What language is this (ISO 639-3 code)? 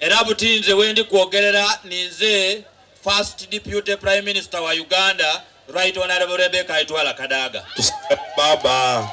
xog